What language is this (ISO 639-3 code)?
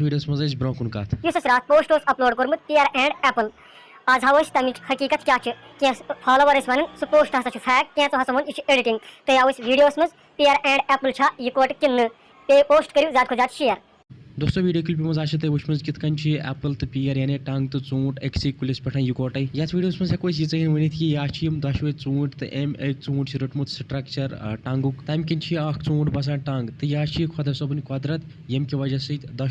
kas